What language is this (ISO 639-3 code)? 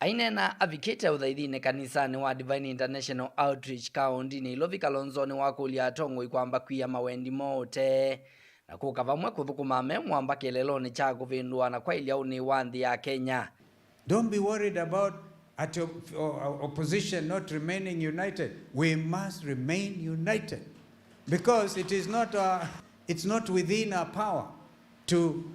kam